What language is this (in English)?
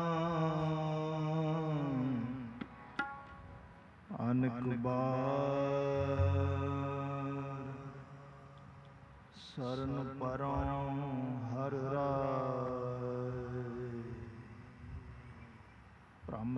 Punjabi